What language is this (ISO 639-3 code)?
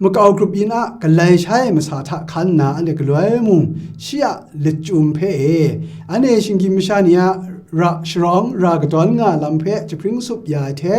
kac